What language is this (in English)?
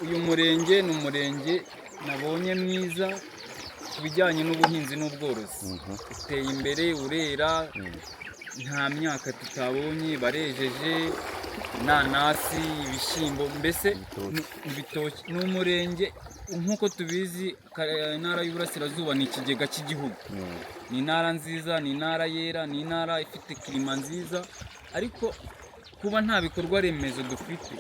Kinyarwanda